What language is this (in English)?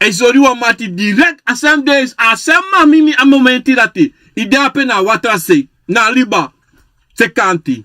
Sranan Tongo